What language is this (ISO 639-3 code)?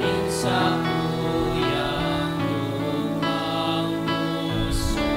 bik